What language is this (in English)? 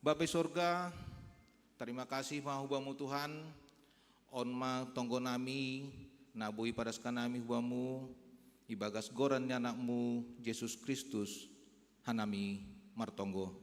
Batak Simalungun